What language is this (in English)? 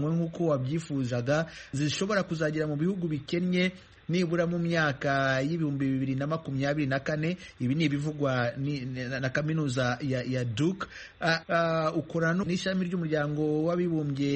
Kinyarwanda